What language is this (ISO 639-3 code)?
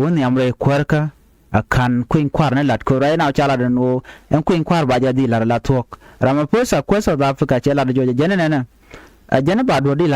nus